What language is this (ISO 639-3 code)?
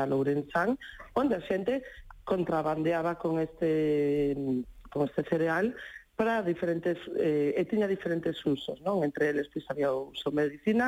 glg